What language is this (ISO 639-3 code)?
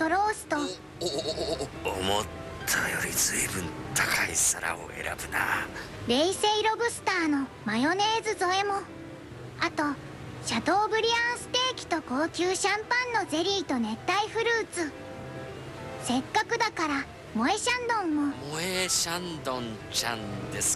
jpn